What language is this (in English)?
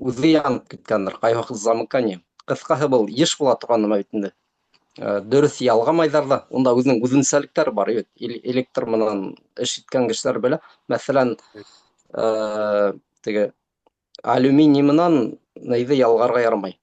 Bashkir